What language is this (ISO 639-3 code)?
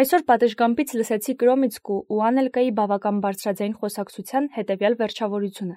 hye